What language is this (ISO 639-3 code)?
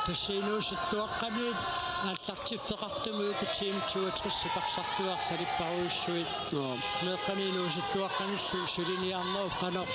kal